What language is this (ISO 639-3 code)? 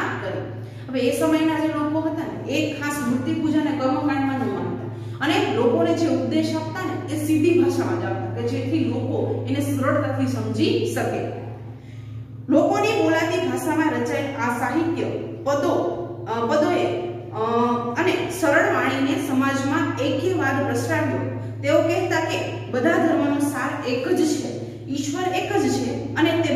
guj